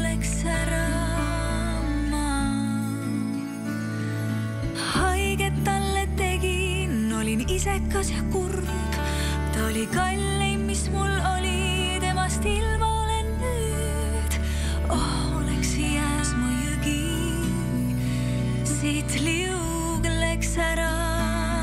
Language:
Estonian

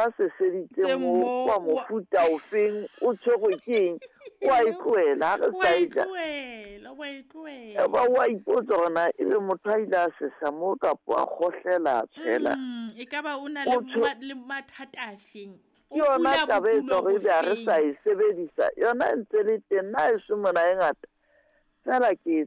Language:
Southern Sotho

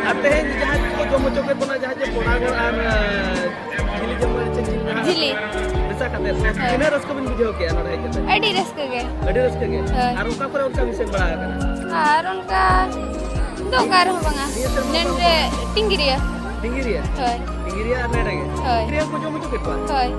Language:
Santali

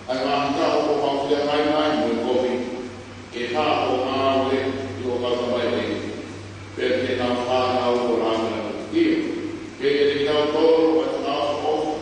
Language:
Tongan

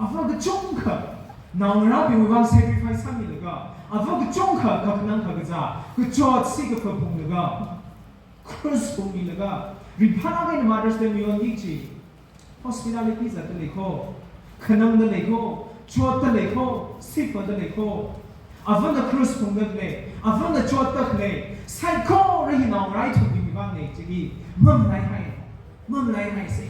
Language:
Tangkhul Naga (India)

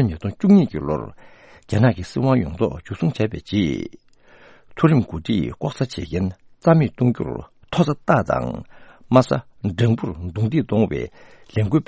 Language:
Tibetan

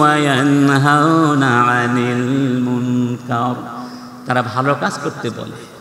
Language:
Bangla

